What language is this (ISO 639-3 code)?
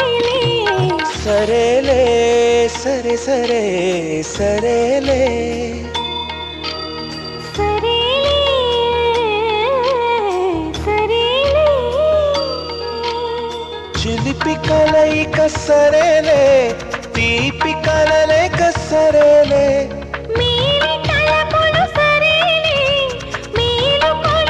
tel